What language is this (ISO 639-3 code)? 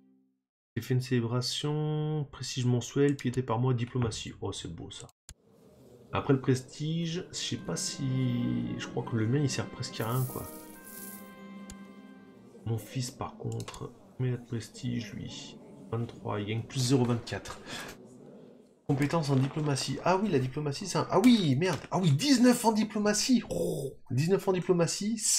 fra